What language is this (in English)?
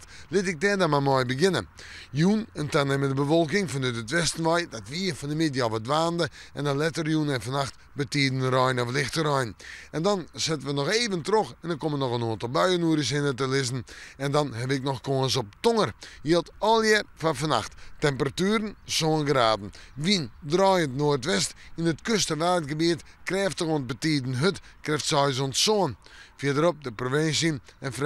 Western Frisian